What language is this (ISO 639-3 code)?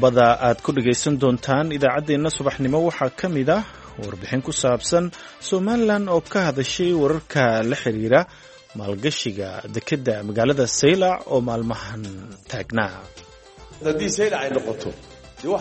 som